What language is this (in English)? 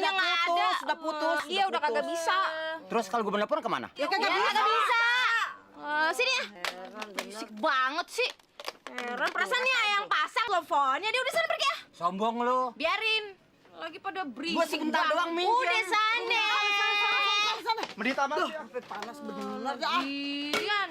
Betawi